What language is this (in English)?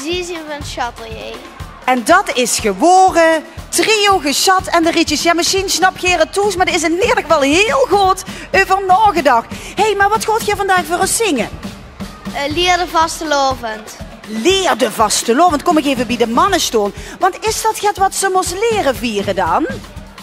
Limburgish